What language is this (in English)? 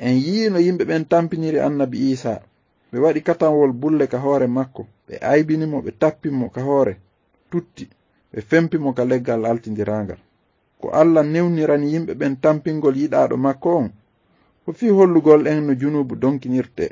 Fula